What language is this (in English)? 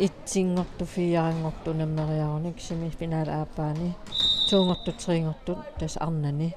Kalaallisut